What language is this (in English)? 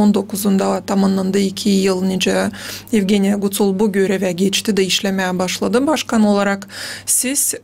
Gagauz